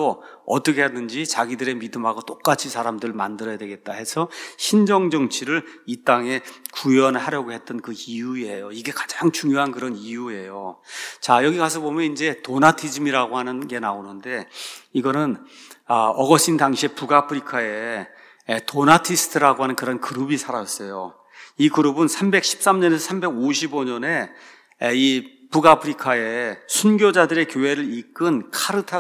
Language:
Korean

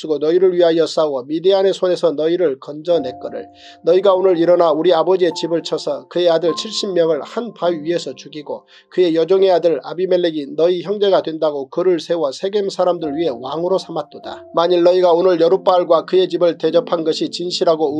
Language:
Korean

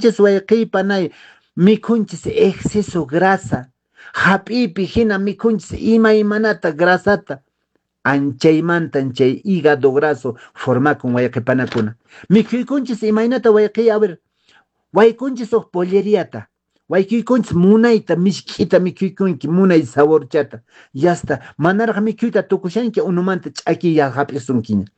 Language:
Quechua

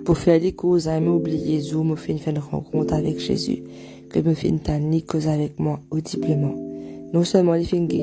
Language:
Morisyen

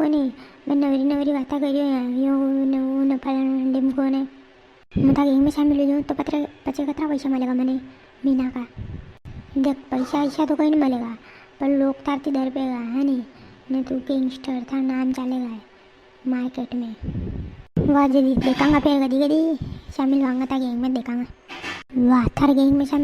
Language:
Rajasthani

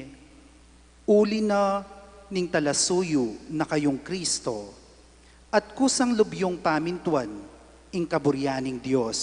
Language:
Pampanga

